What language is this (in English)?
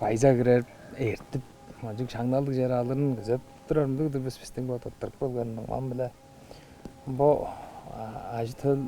Tuvinian